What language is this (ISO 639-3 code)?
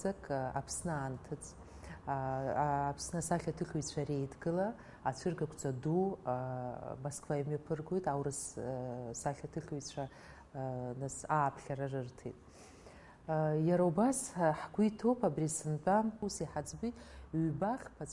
abk